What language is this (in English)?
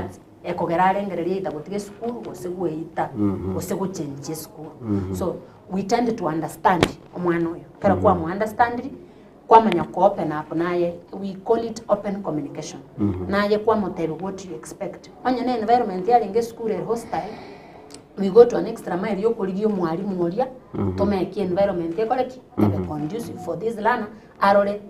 Gusii